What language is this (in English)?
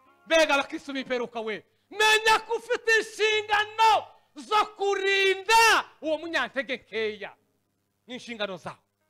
Kinyarwanda